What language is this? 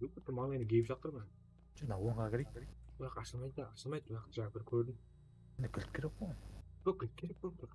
Kara-Kalpak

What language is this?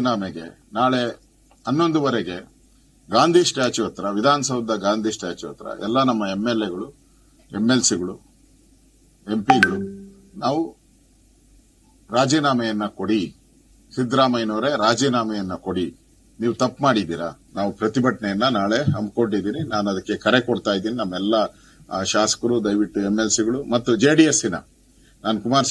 Kannada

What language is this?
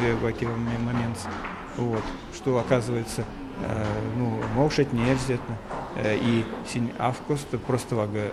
Erzya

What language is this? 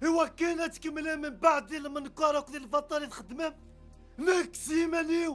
Kabyle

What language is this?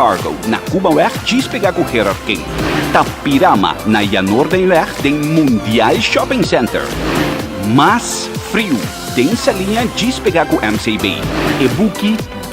Papiamento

